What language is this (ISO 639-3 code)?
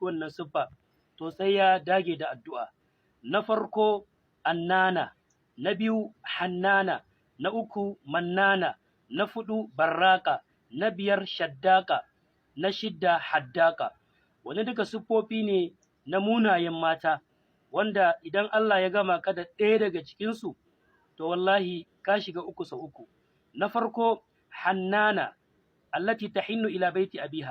hau